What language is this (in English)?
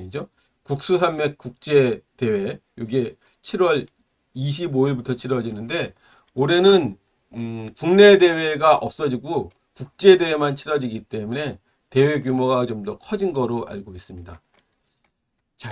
Korean